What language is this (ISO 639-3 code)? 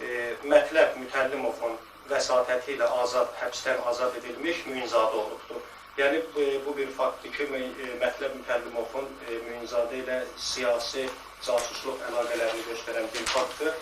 aze